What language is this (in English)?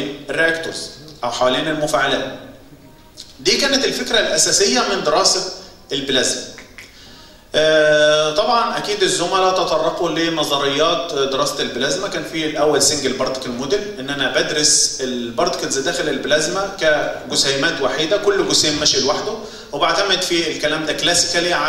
Egyptian Arabic